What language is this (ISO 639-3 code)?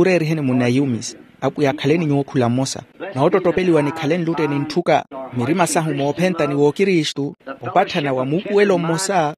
vmw